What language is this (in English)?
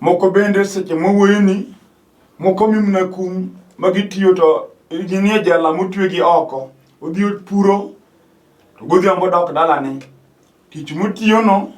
Luo (Kenya and Tanzania)